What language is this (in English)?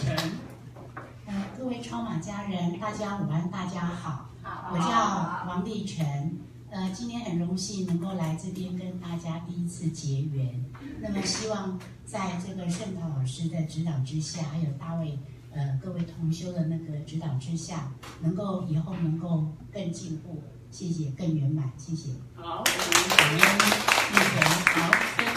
Chinese